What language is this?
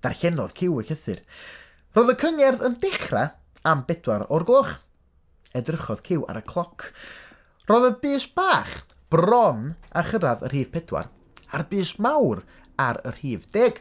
Welsh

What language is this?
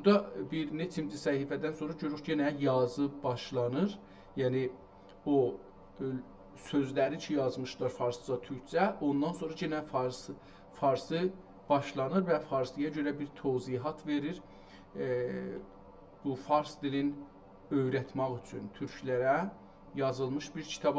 South Azerbaijani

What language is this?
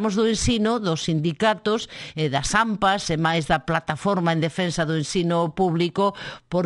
Galician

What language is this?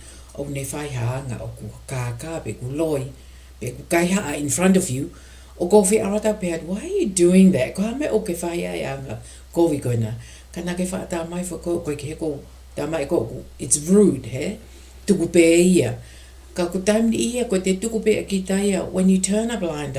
Tongan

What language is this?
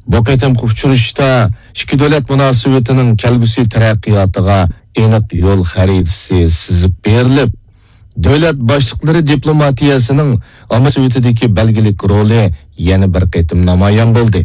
Uyghur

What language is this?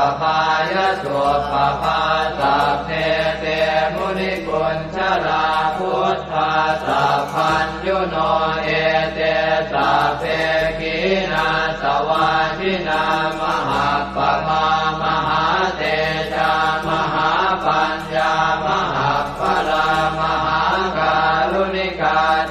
Pali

